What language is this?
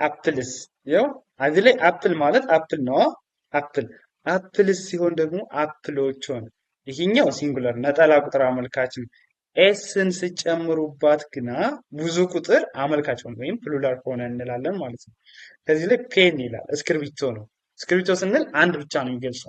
Amharic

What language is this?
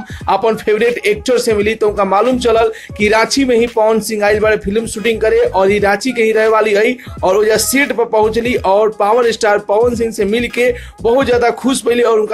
Bhojpuri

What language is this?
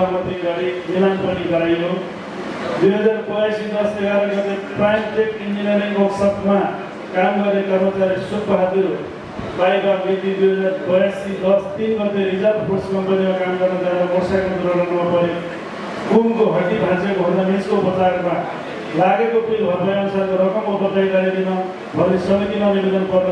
Nepali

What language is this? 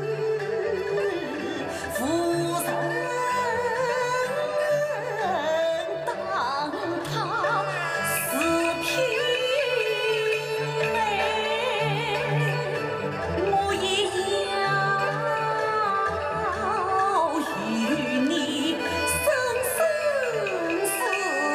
Chinese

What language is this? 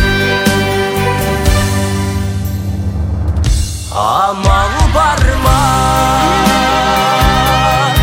Kazakh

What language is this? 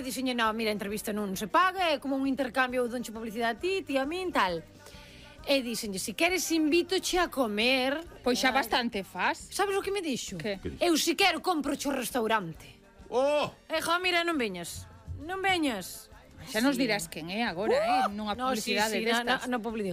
Galician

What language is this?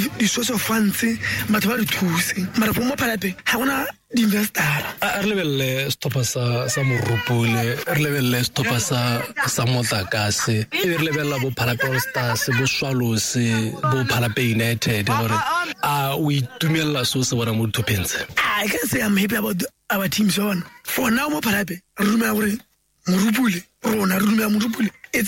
Tswana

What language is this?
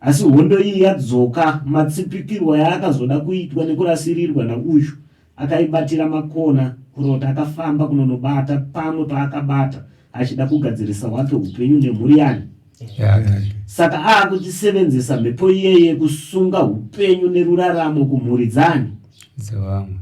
Shona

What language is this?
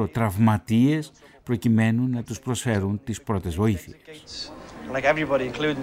Greek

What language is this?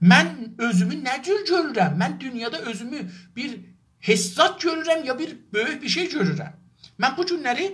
South Azerbaijani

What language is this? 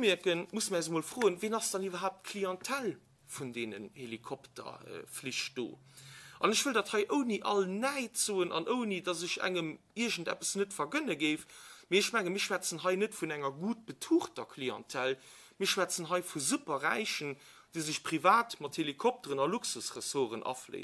Luxembourgish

